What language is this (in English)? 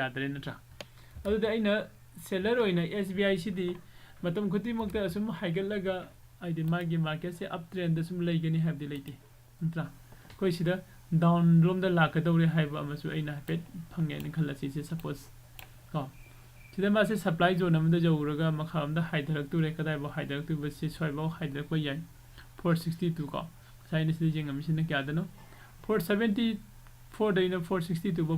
Manipuri